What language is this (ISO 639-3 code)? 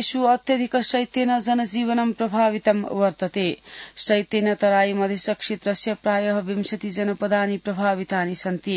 san